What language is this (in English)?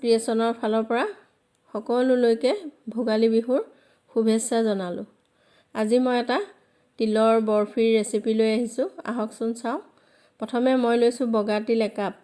Assamese